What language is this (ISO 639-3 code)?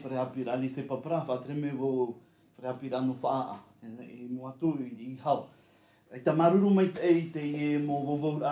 tah